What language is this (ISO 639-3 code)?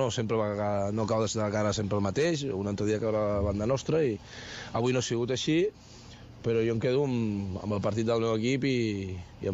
cat